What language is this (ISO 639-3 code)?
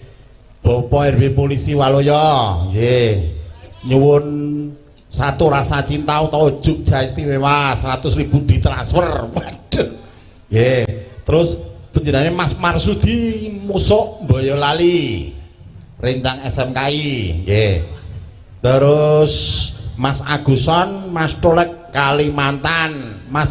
jav